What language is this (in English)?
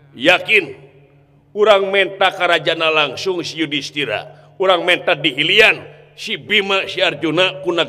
Sundanese